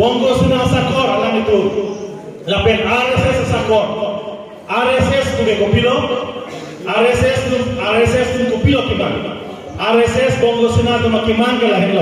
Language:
Karbi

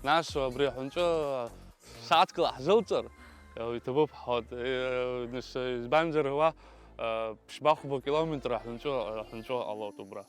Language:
Abkhazian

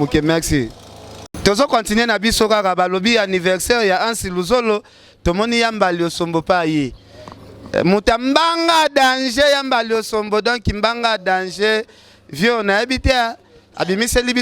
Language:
Lingala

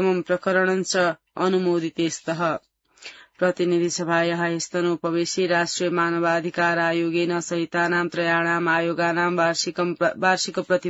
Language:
Sanskrit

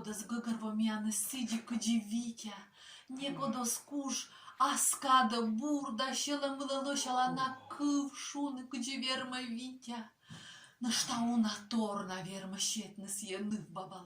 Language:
Komi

